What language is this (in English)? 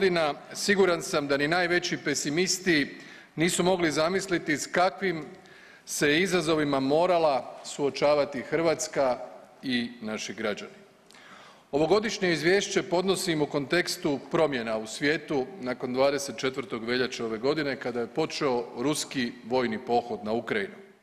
Croatian